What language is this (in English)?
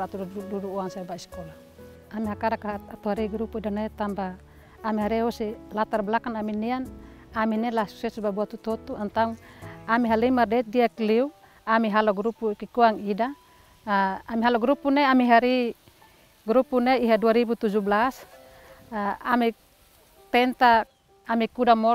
Tetum